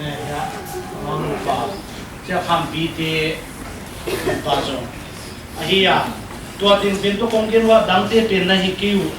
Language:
Paite Chin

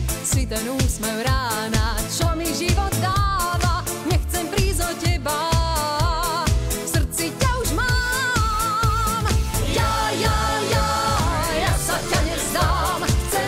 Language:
Slovak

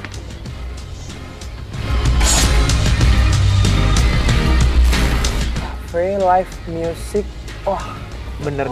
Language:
Indonesian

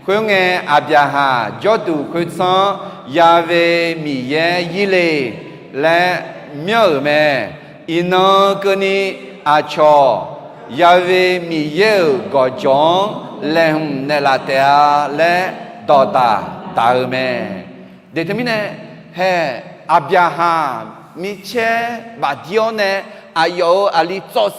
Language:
Akha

